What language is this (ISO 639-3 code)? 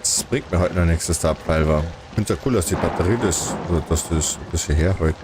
bar